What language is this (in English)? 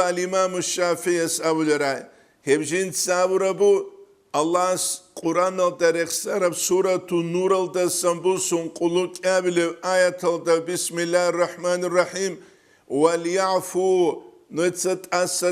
Avaric